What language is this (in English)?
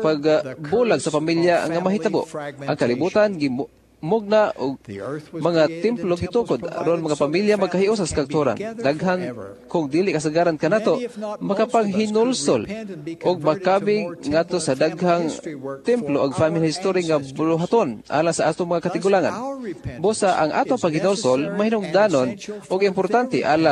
Cebuano